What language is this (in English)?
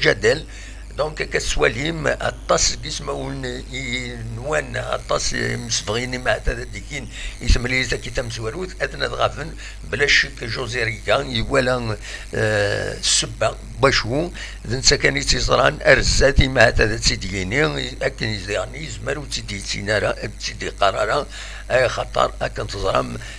Kabyle